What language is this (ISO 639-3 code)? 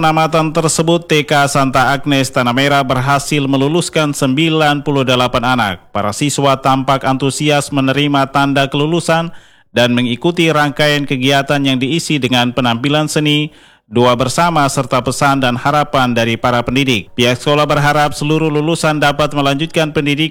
ind